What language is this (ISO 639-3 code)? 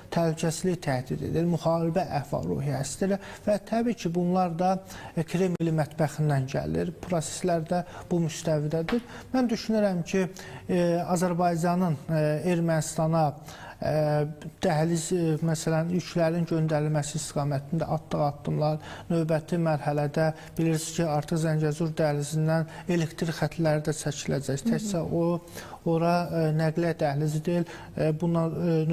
aze